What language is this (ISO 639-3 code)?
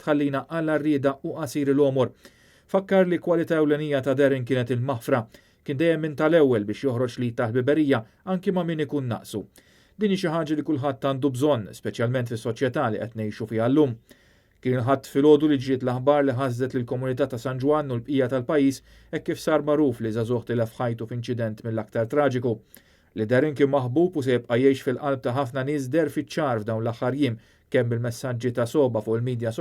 mlt